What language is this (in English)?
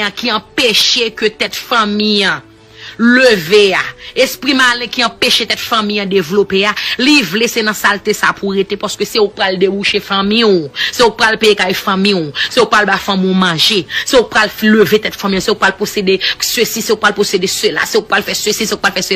Haitian Creole